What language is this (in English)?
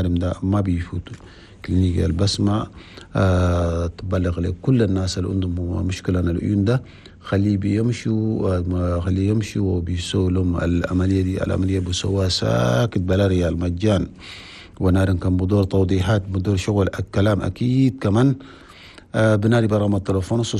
Chadian Arabic